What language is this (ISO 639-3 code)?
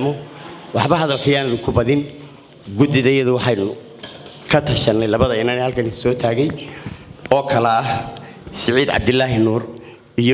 som